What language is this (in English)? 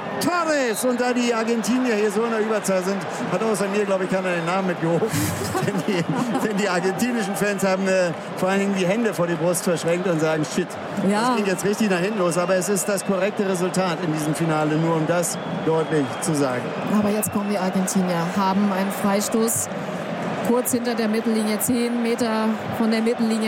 German